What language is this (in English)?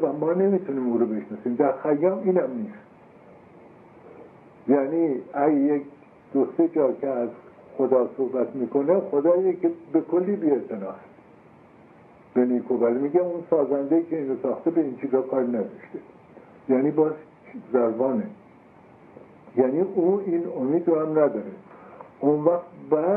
Persian